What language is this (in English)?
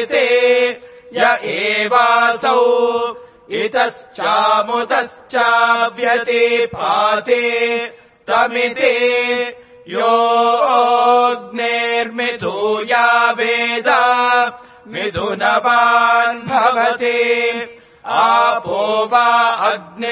Sanskrit